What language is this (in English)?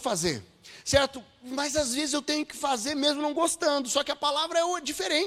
Portuguese